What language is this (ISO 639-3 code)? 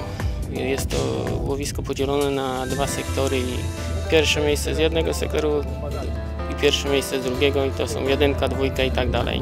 pol